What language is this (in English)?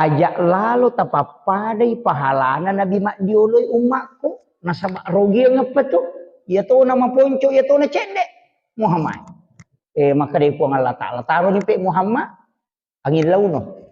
Buginese